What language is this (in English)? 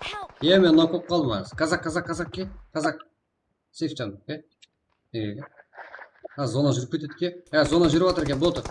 Kara-Kalpak